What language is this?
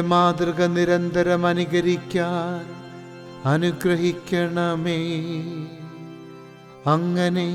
Malayalam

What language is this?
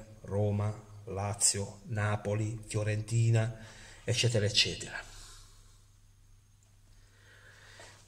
Italian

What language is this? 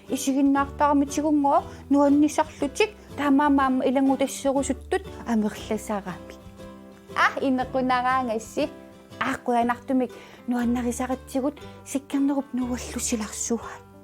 Kalaallisut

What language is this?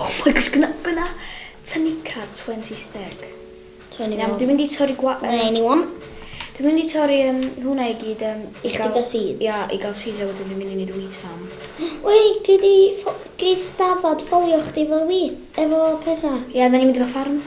Welsh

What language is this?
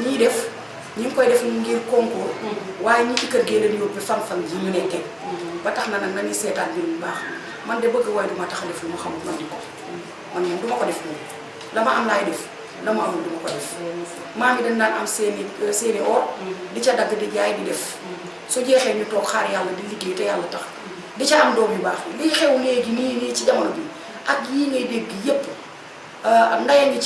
Wolof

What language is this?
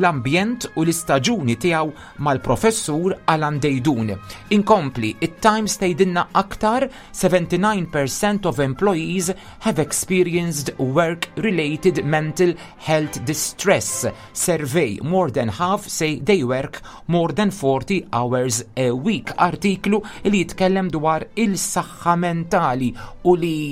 Maltese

